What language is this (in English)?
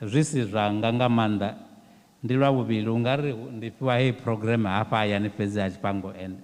Venda